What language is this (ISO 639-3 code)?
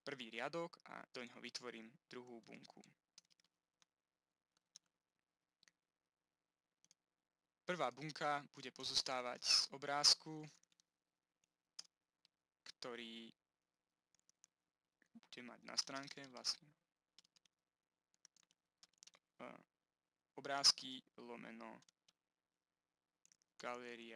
slk